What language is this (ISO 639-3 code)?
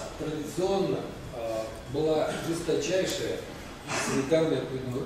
rus